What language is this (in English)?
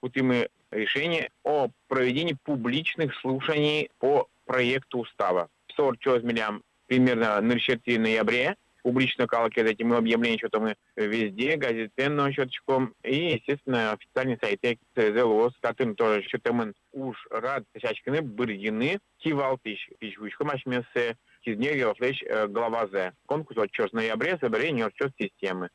Udmurt